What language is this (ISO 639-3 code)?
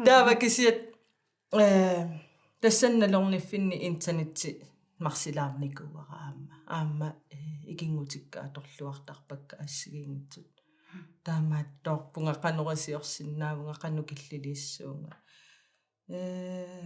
kal